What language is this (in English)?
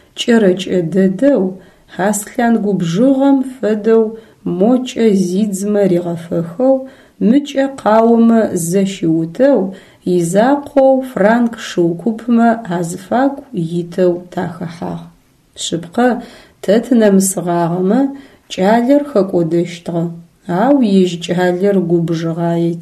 Adyghe